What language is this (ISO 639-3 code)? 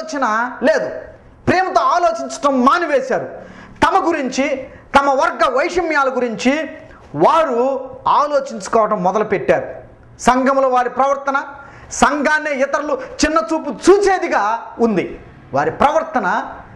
tel